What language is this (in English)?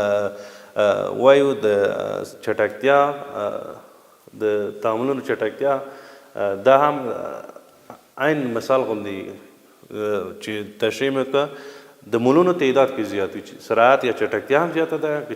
Pashto